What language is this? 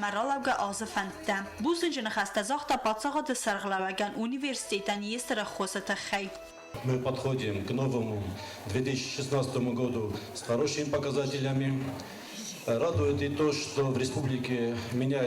Ossetic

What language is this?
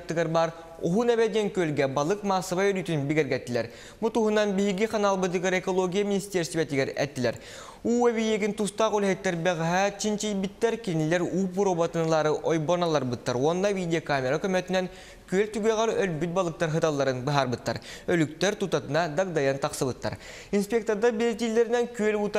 Yakut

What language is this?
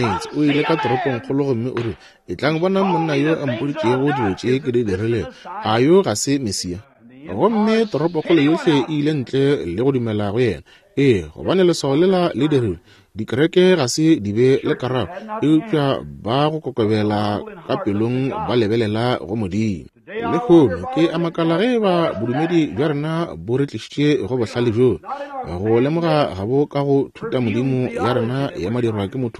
Northern Sotho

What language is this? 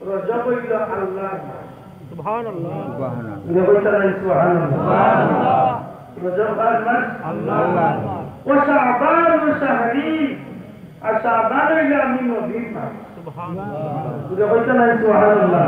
Sylheti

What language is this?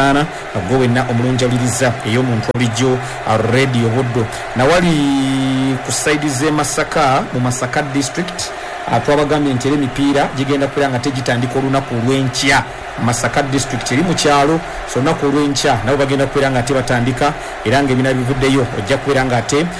Ganda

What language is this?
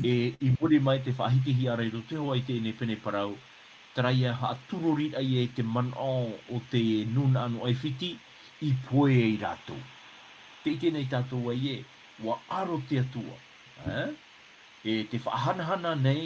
Tahitian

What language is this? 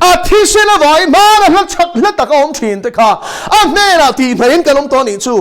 Mizo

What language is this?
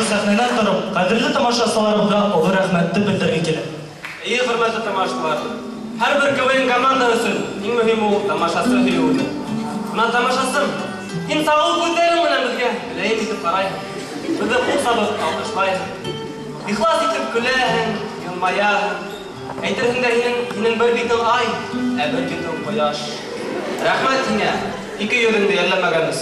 Bashkir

